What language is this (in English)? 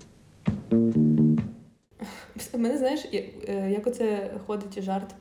Ukrainian